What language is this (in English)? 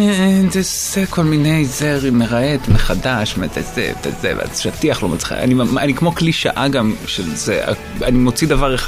Hebrew